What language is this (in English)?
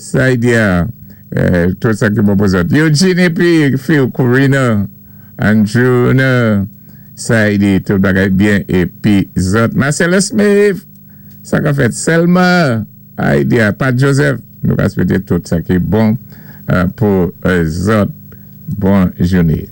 Saint Lucian Creole French